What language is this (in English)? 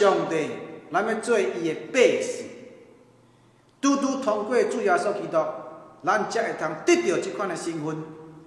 Min Nan Chinese